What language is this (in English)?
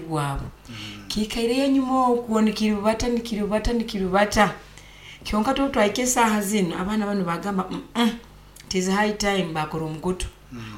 Nyoro